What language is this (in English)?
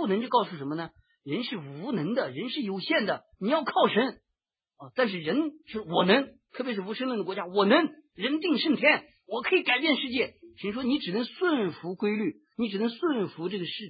Chinese